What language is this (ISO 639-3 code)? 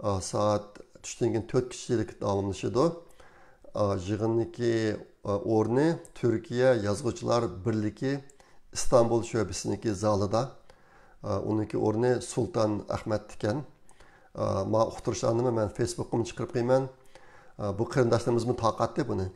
uig